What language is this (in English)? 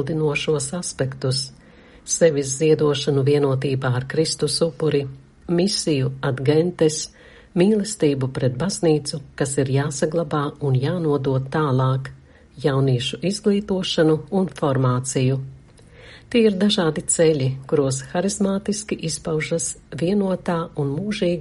Latvian